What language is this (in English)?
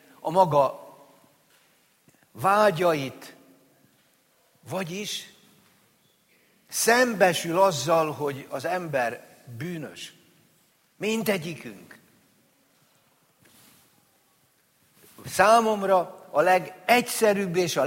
Hungarian